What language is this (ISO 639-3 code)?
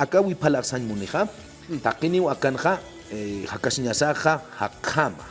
aym